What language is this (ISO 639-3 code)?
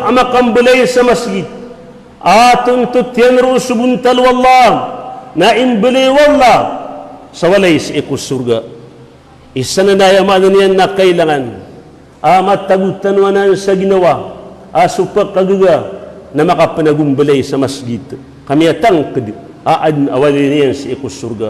mrw